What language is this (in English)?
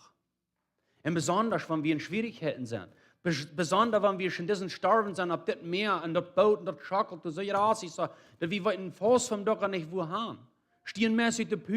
Plautdietsch